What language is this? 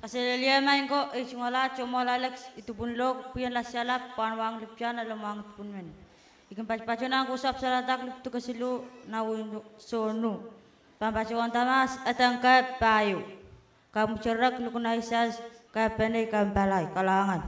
Pohnpeian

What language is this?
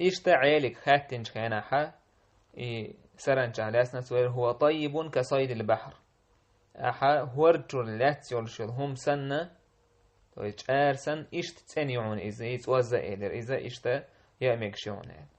Chechen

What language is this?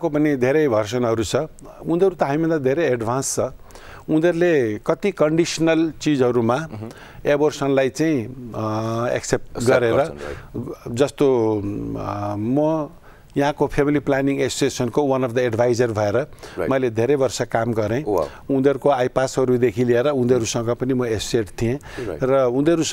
Nepali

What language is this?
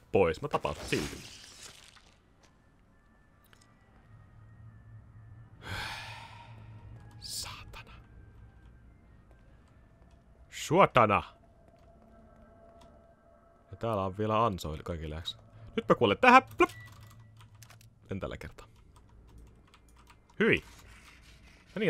Finnish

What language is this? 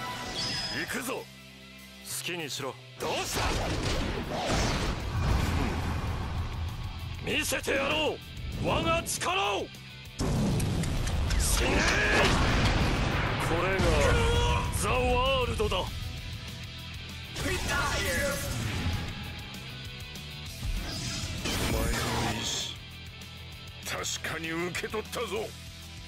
Japanese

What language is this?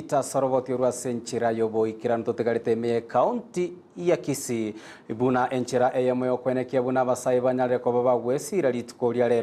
Gusii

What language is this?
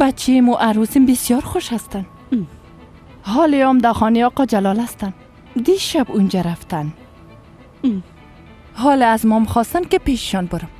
Persian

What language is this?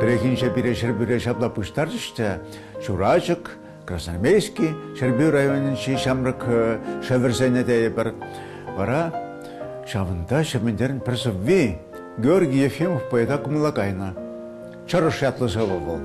Chuvash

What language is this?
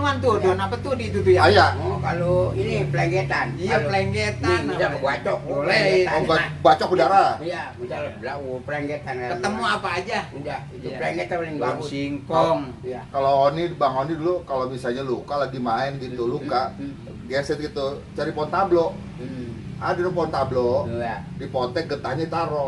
Betawi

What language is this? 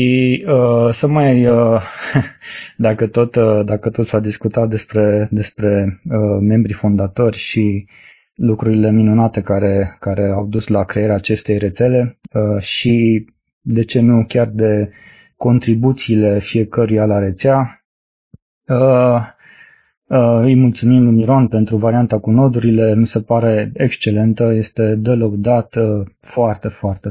Romanian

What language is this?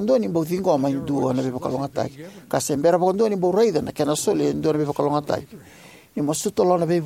Fijian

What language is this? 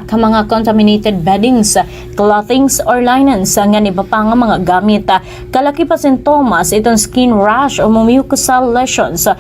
Waray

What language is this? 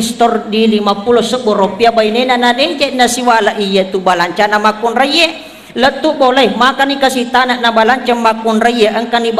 Buginese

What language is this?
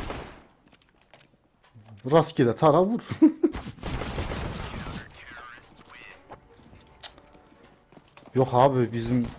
Turkish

